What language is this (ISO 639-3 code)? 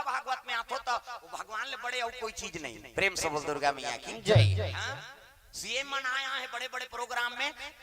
hne